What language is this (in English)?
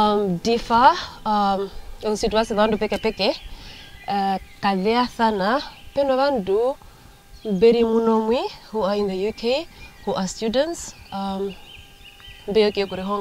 Herero